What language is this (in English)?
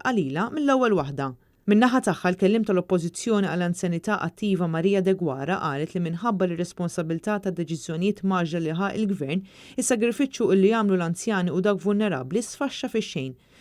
Maltese